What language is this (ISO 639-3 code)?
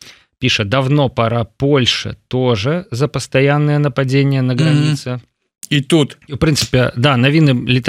bel